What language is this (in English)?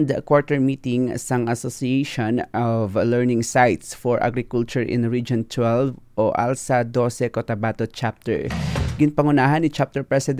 Hiligaynon